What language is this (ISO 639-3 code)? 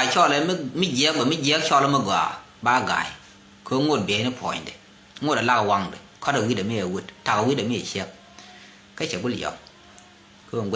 nus